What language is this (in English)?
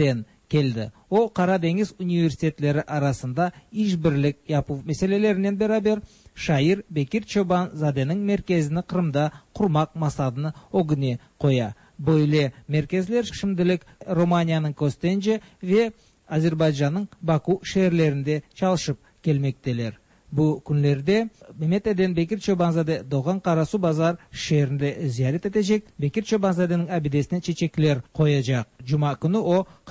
Tatar